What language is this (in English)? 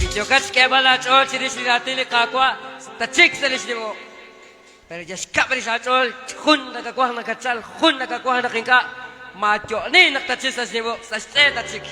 Kekchí